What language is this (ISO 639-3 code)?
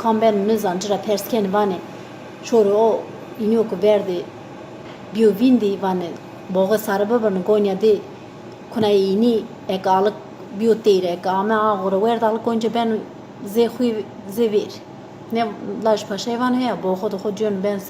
zza